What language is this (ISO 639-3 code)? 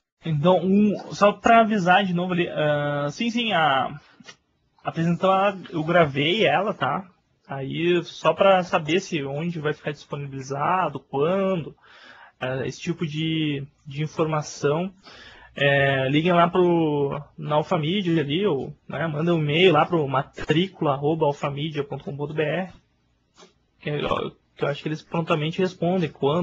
por